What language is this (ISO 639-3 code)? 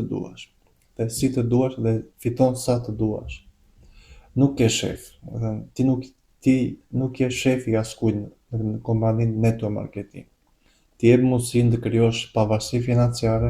sqi